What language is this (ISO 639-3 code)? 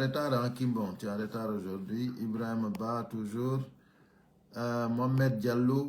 fuf